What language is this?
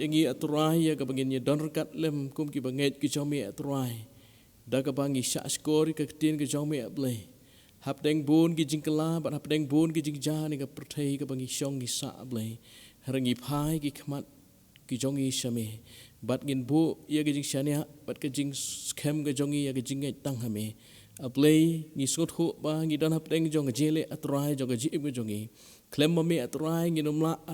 Khasi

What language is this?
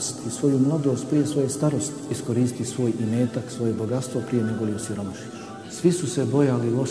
Bosnian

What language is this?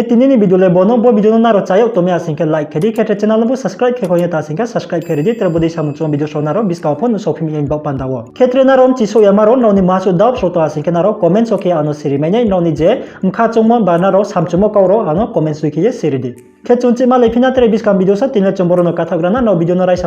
Riang (India)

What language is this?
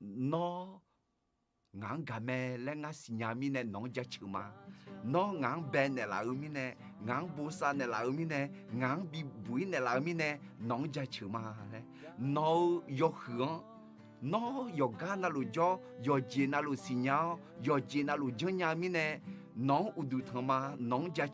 Akha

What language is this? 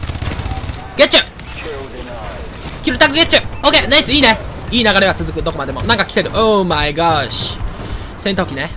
Japanese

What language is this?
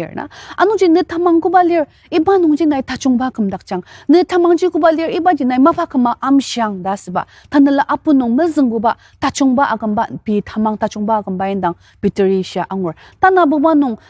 Ao Naga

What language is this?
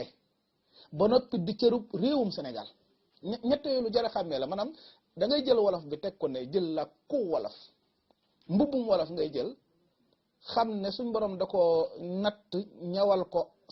Wolof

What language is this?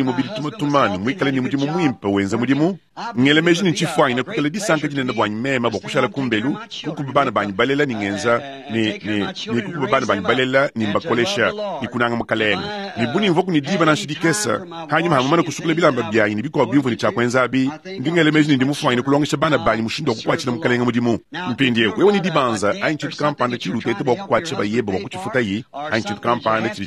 Luba-Lulua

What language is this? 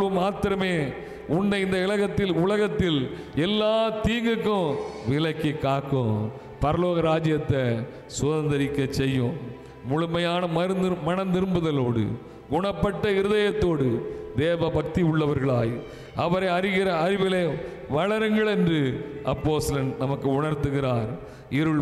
Tamil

